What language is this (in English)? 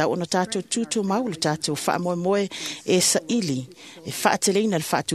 Samoan